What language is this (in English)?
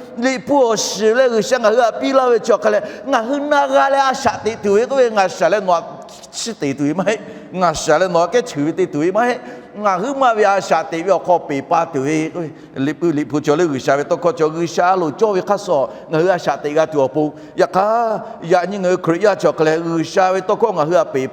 Lahu